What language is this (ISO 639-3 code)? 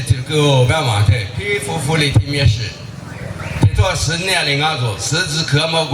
lis